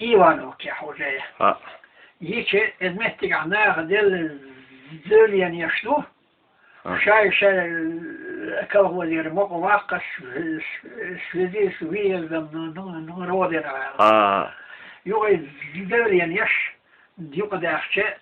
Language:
Chechen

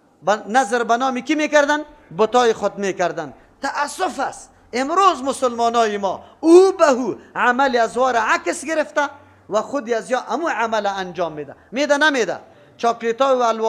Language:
Persian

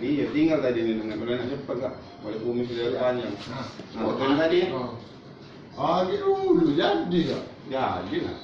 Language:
Musi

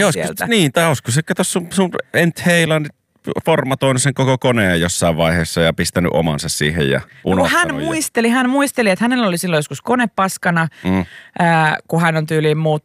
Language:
Finnish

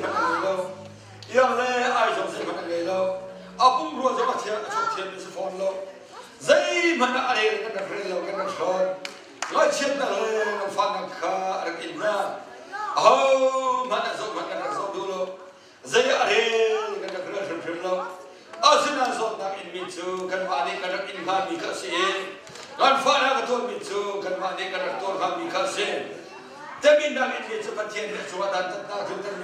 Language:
Hakha Chin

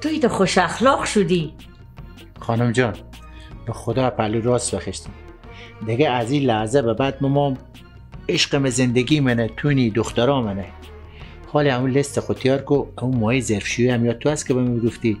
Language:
Persian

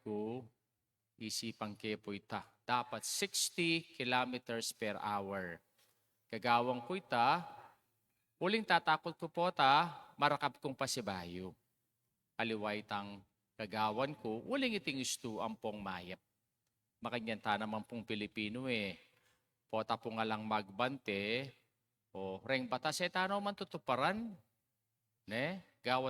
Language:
Pampanga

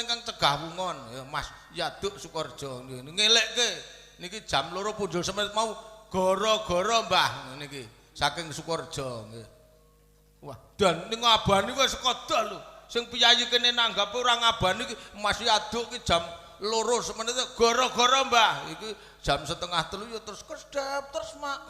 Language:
Javanese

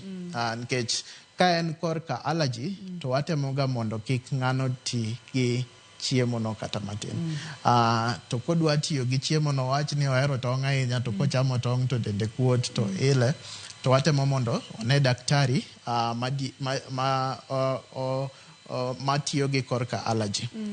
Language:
Luo (Kenya and Tanzania)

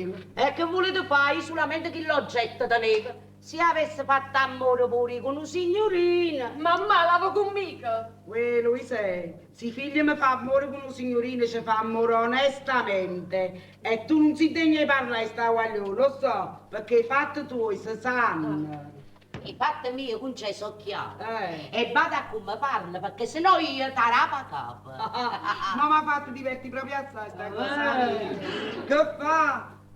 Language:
Neapolitan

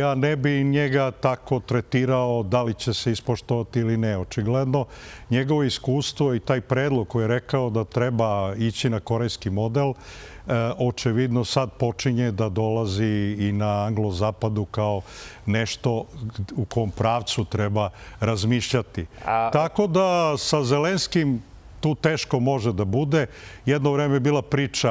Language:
Serbian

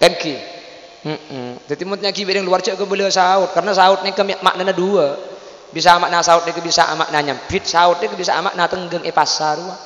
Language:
Madurese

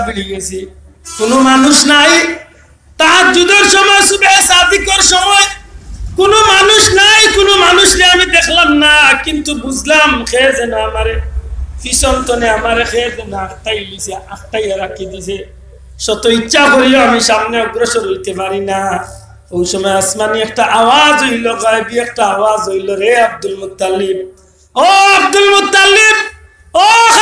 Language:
Sylheti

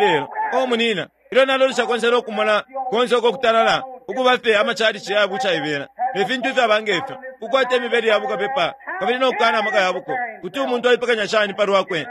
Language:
Bemba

